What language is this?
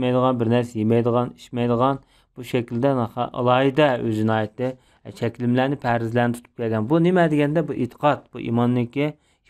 Uyghur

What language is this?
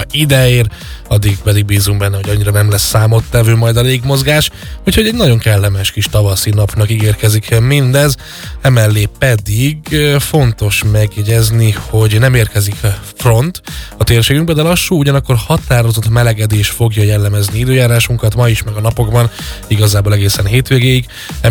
Hungarian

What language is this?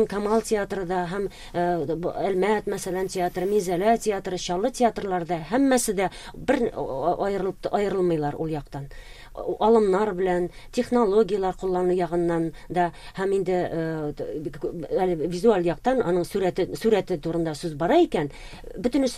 Tatar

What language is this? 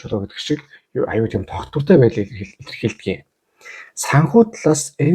Mongolian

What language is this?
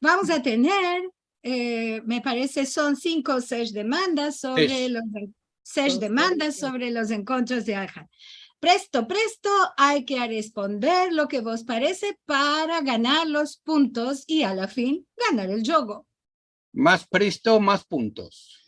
Ladino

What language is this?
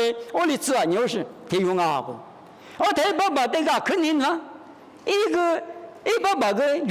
Lisu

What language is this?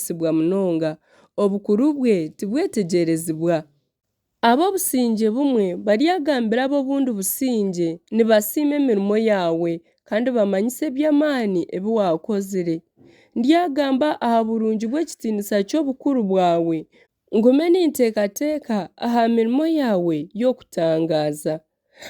Nyankole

